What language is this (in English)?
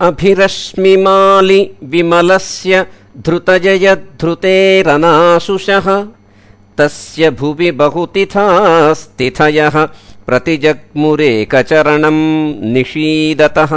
Sanskrit